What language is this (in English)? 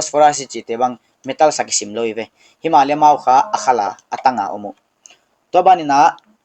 Paite Chin